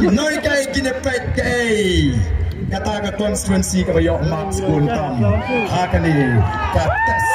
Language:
Khasi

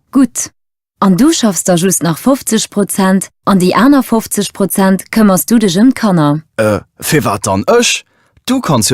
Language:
Luxembourgish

